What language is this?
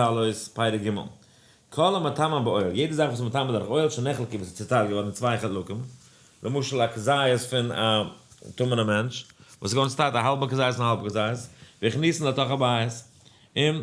Yiddish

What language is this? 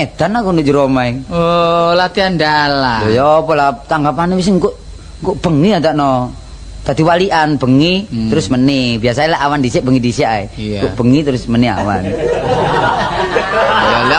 Javanese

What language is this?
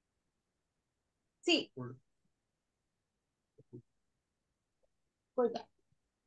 Hindi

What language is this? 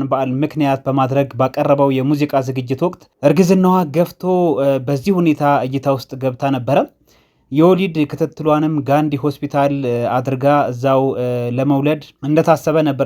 Amharic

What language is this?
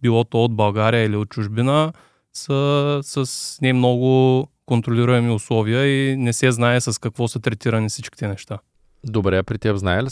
Bulgarian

